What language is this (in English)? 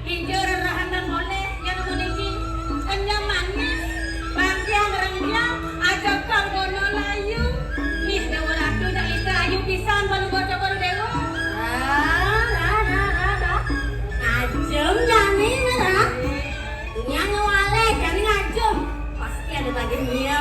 Balinese